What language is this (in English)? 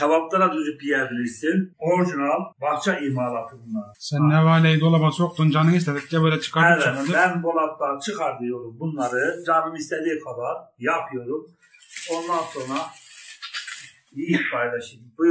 Turkish